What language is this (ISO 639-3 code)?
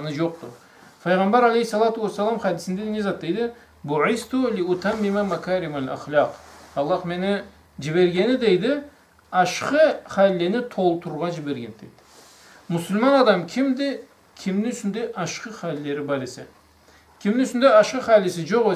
krc